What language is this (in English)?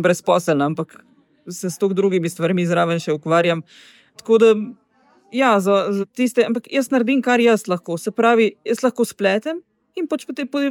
Slovenian